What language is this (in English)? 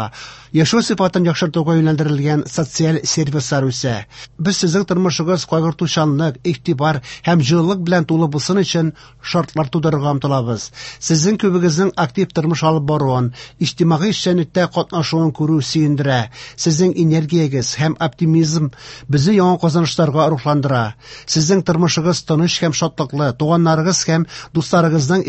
Tatar